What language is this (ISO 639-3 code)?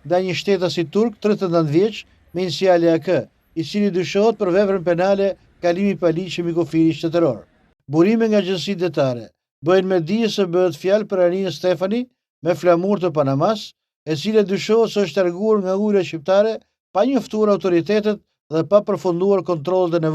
sqi